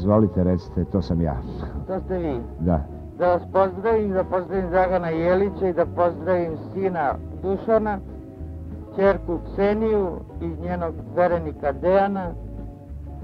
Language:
Serbian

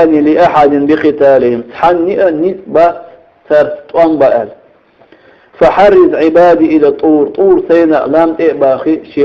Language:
Chechen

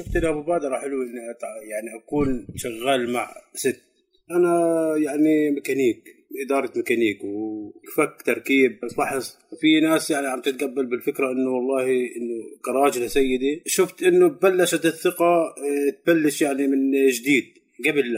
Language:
North Levantine Arabic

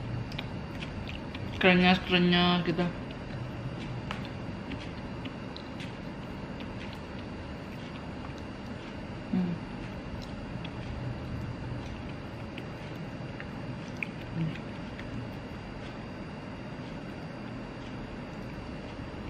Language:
Indonesian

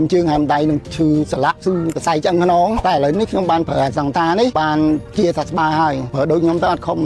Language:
Khmer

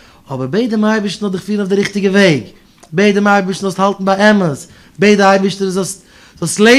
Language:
Yiddish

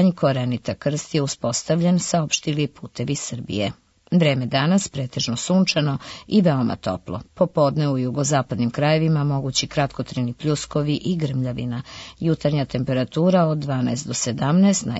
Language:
Serbian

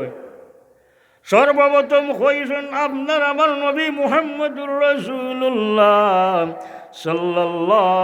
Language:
Sylheti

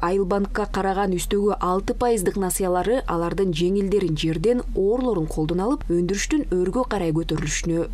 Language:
Kyrgyz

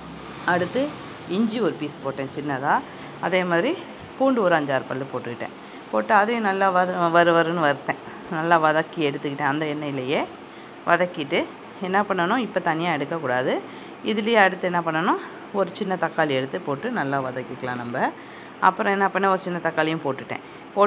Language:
Tamil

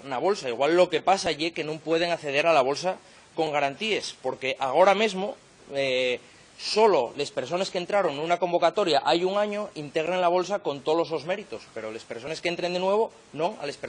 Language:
Asturian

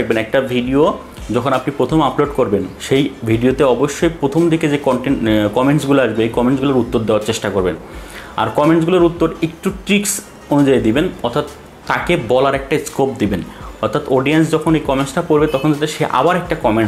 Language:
Bangla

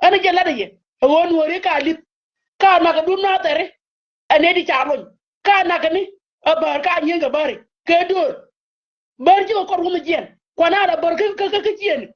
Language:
Nuer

